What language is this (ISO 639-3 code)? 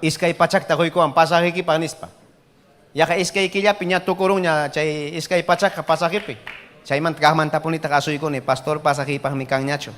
quy